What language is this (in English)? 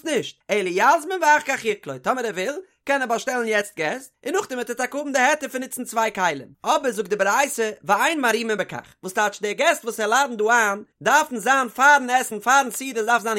Yiddish